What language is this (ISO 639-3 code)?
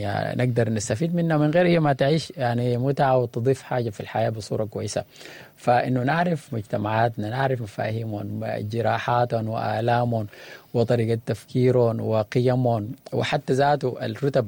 apd